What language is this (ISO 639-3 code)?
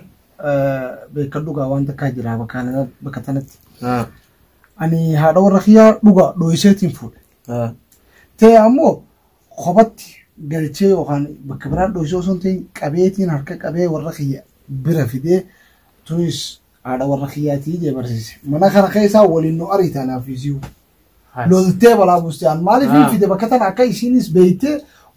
orm